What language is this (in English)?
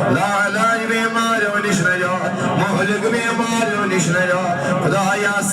Kashmiri